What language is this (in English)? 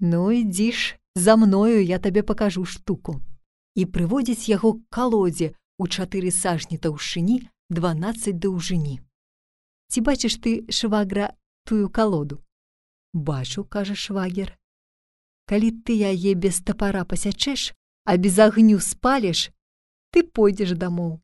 Belarusian